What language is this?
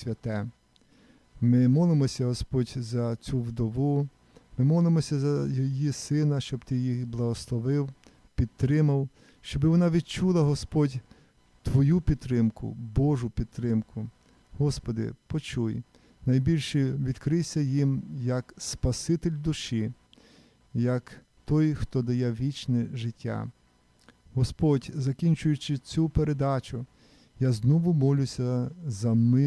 Ukrainian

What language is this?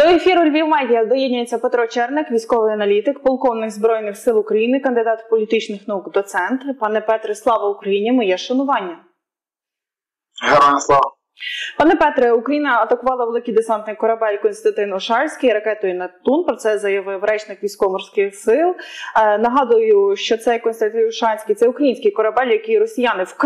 Ukrainian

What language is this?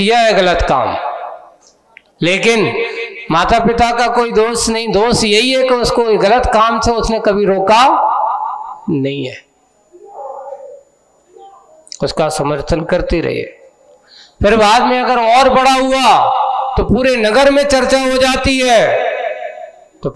Hindi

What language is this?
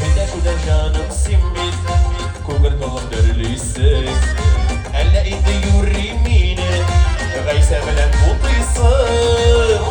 Bashkir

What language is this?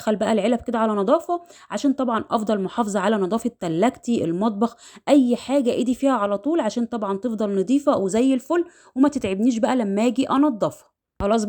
Egyptian Arabic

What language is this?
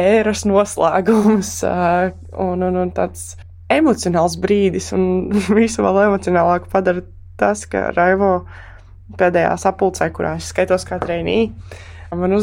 Latvian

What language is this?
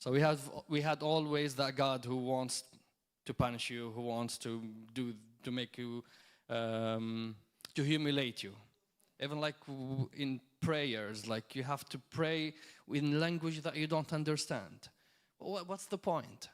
English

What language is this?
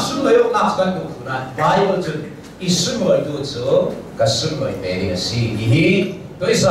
Hakha Chin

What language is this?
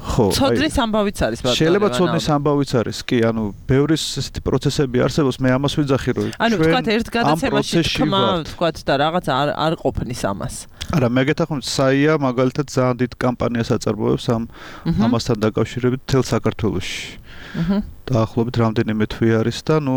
Georgian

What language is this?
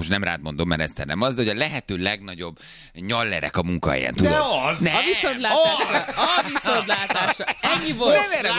Hungarian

